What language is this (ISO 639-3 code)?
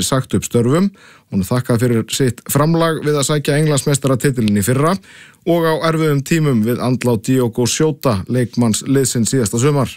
isl